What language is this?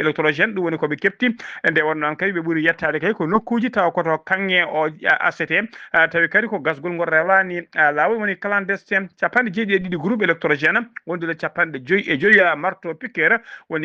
Fula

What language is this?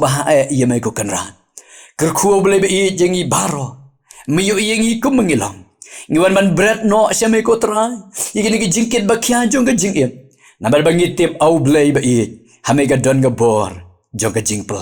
Khasi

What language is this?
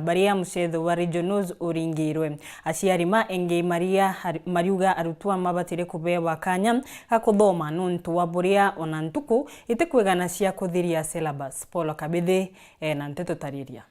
Meru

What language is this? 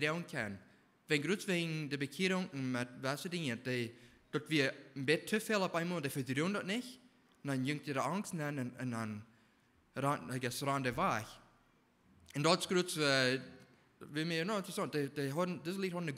Plautdietsch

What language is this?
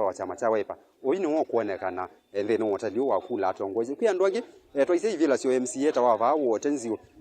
Kamba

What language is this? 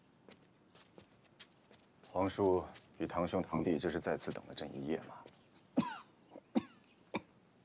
Chinese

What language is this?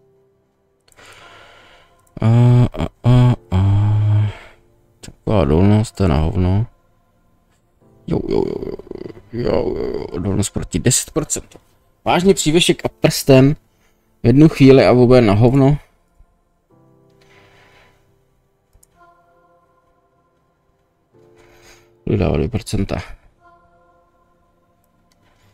Czech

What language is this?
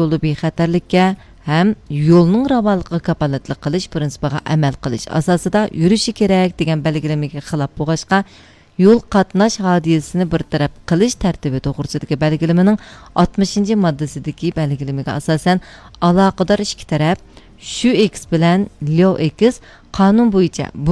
Uyghur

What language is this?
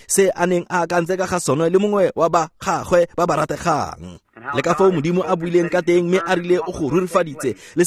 Tswana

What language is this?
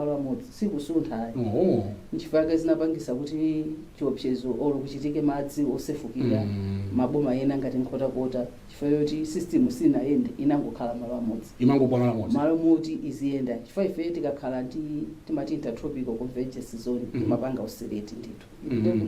Nyanja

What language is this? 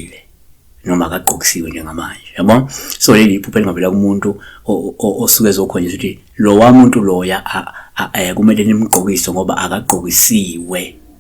Zulu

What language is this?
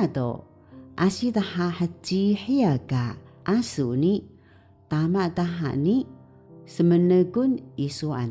Taroko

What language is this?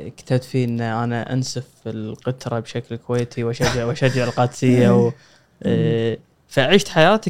Gulf Arabic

